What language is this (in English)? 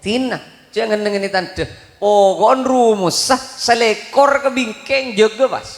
Madurese